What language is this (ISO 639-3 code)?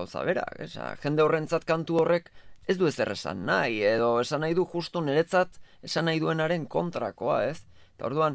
eus